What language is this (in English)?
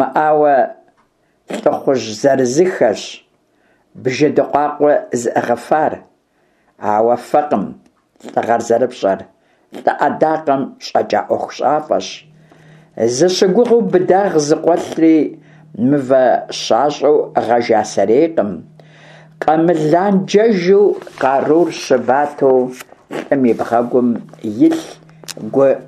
Kabardian